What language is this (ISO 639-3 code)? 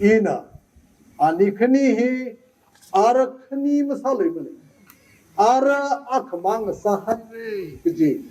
nmf